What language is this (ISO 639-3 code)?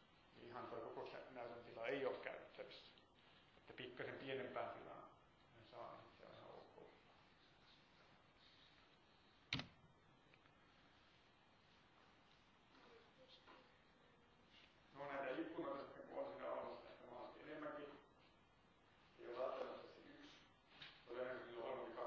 fin